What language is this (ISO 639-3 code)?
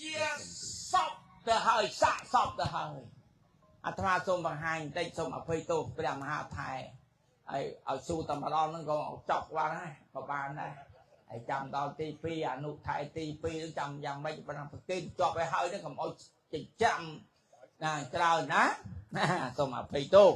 khm